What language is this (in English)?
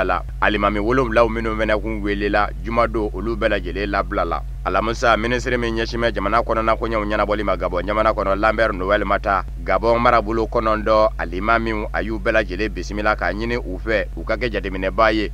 Bambara